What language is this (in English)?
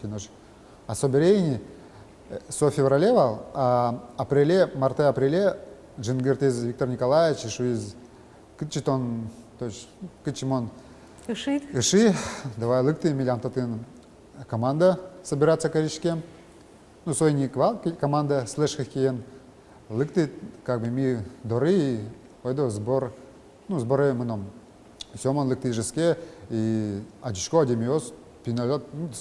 Udmurt